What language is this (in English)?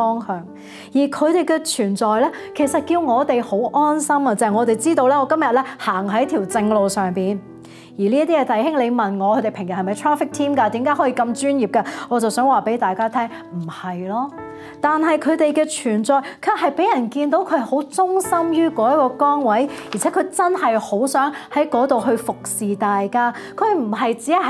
Cantonese